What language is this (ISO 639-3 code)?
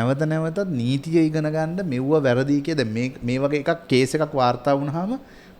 sin